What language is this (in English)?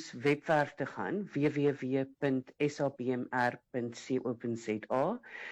Afrikaans